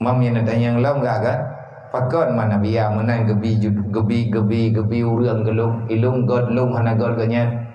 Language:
Achinese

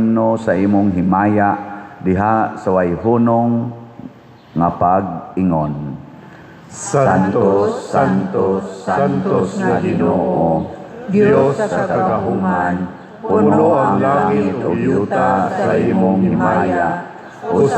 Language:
Cebuano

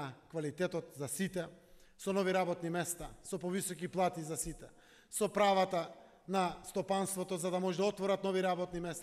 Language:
Macedonian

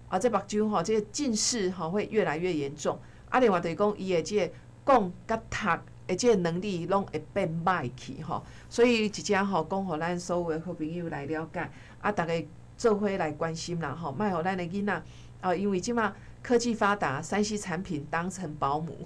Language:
Min Nan Chinese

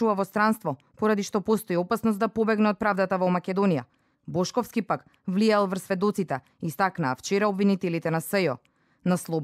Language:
Macedonian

